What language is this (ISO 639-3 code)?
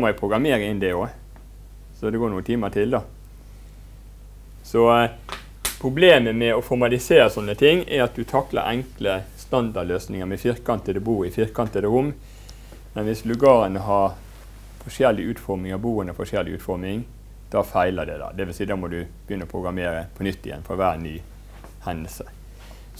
nor